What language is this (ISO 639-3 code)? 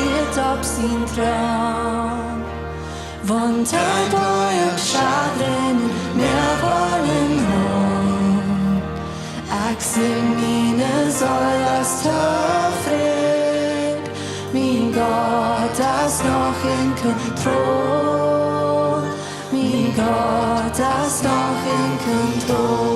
pdt